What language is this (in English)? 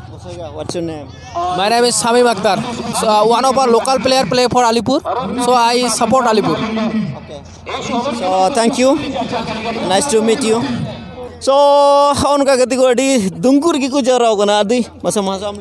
Santali